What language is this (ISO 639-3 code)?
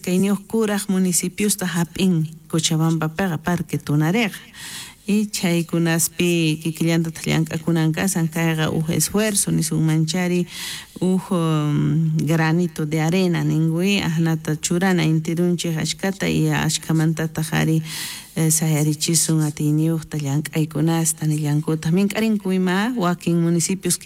quh